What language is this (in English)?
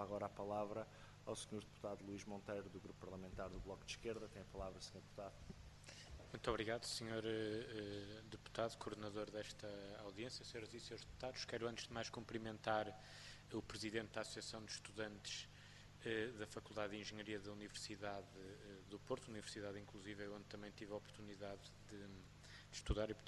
Portuguese